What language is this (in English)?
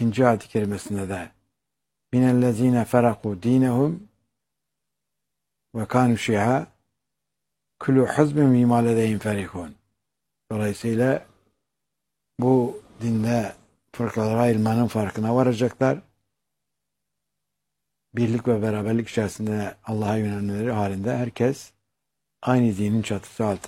Turkish